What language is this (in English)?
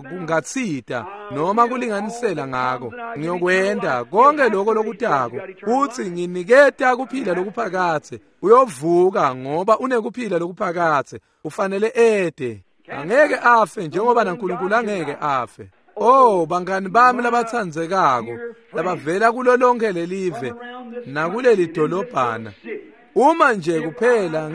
Swati